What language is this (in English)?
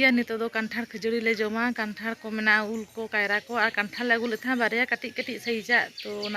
Santali